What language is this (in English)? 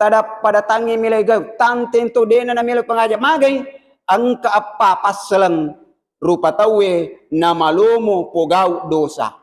Buginese